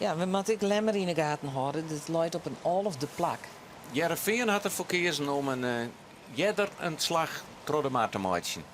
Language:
Western Frisian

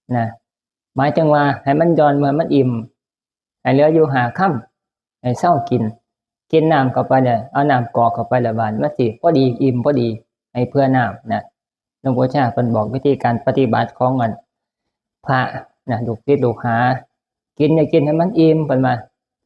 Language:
Northeastern Thai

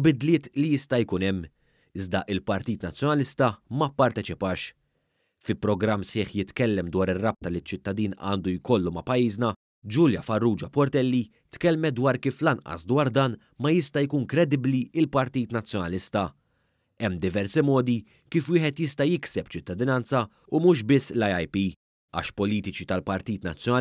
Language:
Maltese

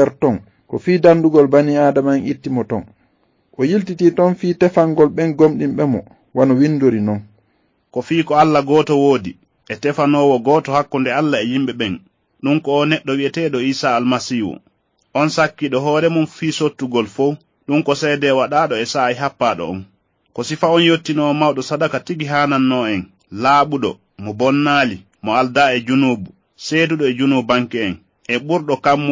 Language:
Fula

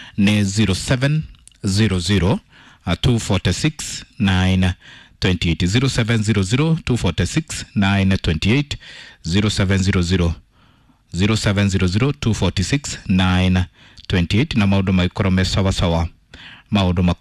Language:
Kikuyu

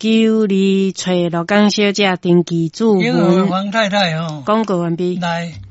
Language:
Min Nan Chinese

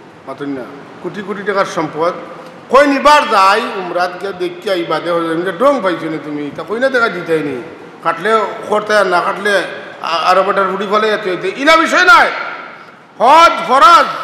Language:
Sylheti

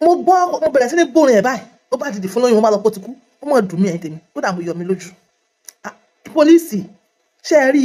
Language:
Yoruba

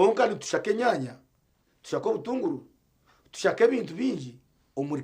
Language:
Nyankole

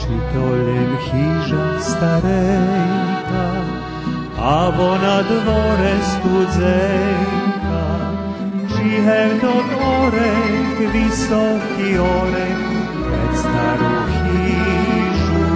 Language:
Rusyn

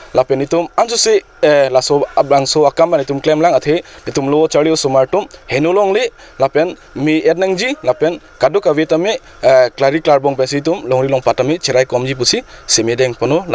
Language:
Karbi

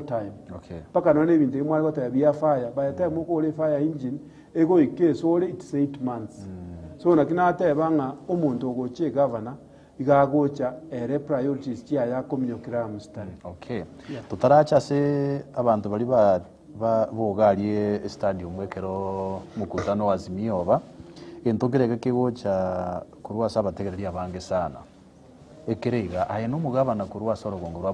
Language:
Gusii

